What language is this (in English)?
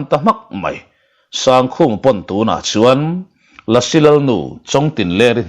Mizo